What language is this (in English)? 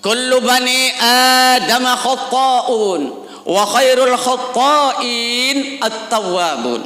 Sasak